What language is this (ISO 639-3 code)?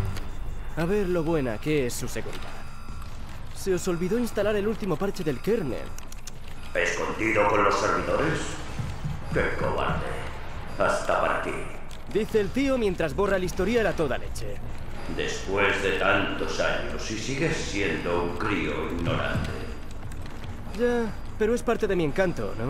spa